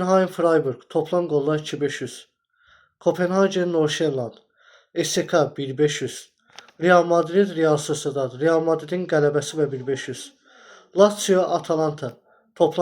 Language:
Azerbaijani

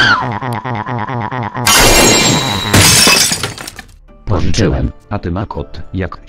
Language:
Polish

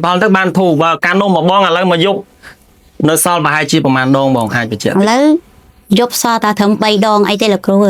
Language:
Khmer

